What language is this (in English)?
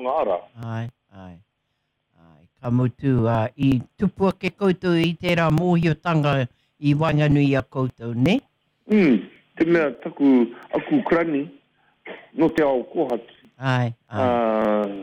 Māori